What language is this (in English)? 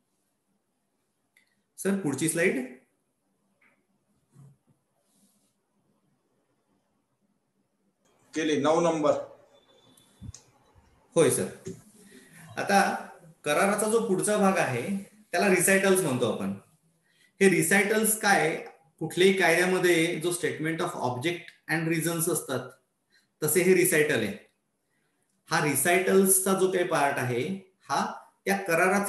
Marathi